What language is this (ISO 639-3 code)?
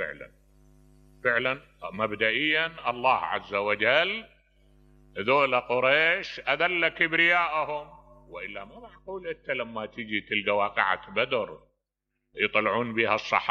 acm